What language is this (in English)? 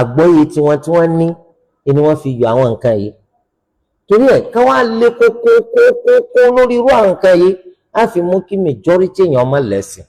Yoruba